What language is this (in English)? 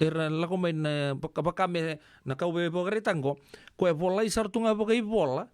Fijian